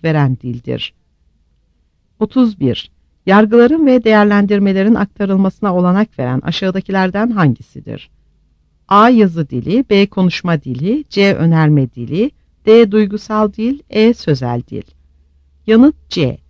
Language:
Turkish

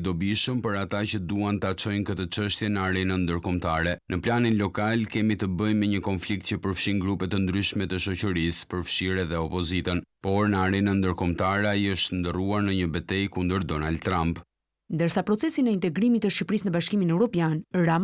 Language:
Albanian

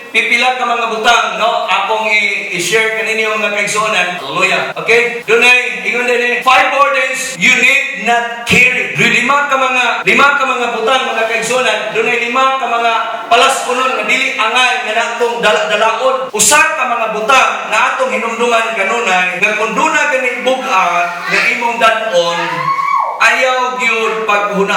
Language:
Cebuano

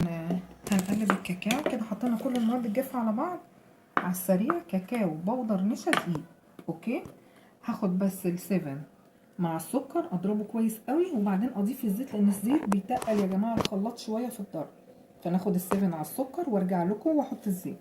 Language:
Egyptian Arabic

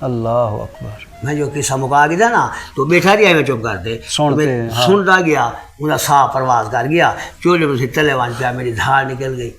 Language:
Saraiki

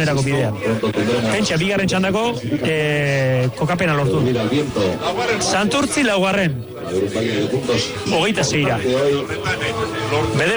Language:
Basque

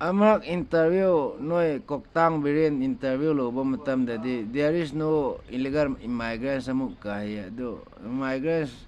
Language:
Manipuri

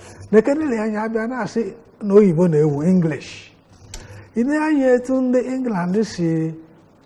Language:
Igbo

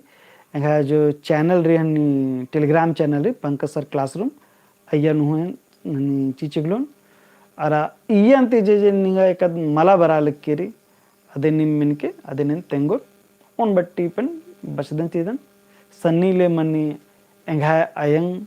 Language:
Kurukh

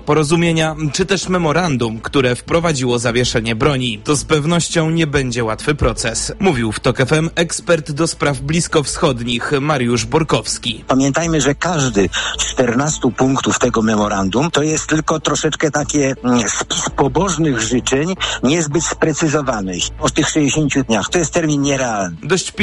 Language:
Polish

